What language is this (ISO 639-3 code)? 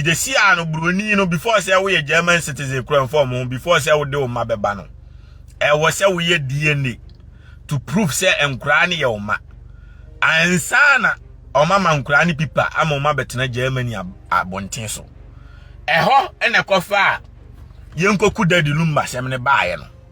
aka